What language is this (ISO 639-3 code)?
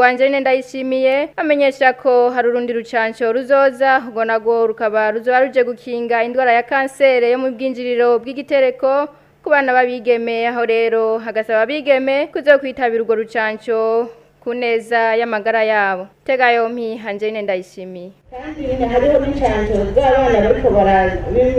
run